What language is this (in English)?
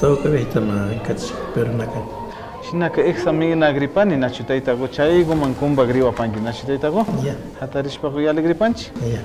Imbabura Highland Quichua